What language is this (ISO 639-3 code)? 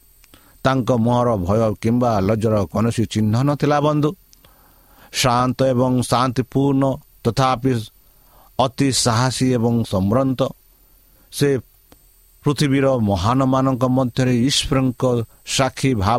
ori